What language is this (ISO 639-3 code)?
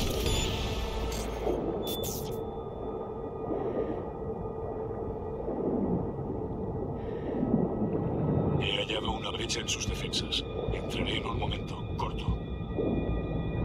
spa